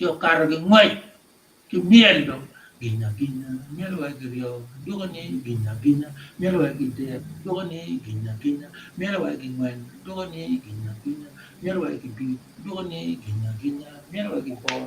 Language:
Acoli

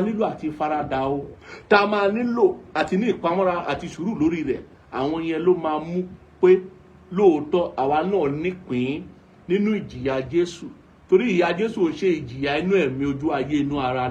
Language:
Yoruba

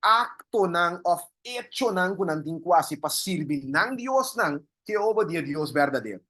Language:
Papiamento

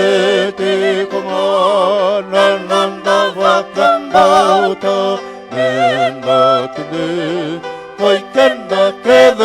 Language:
Fijian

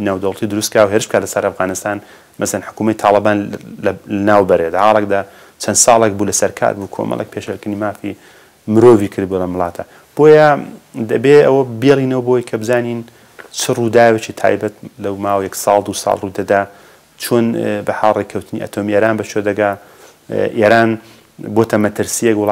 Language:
Central Kurdish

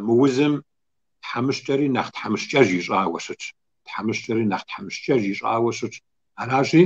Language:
Kabardian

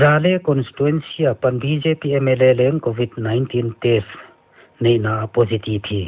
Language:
Paite Chin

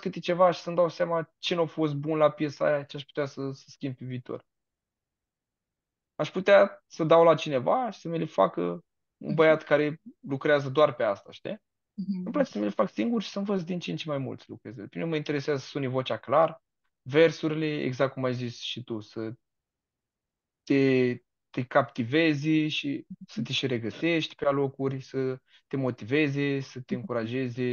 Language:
Romanian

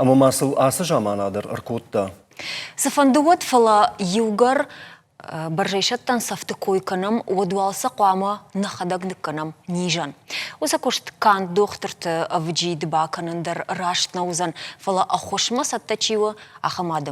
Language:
Ossetic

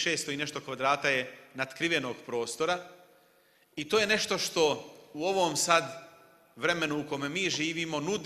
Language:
Bosnian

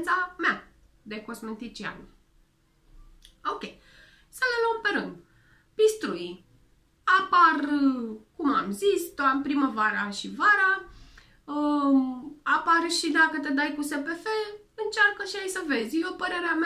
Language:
Romanian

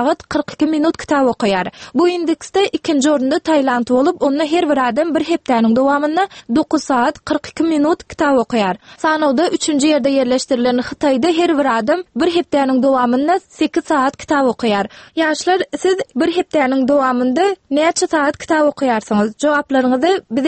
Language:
Turkmen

